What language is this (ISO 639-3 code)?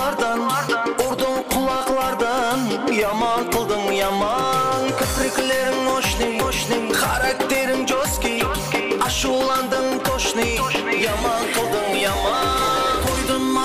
kaa